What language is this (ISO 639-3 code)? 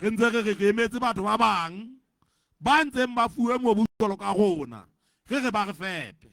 sot